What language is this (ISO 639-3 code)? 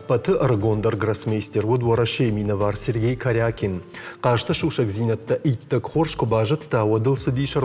oss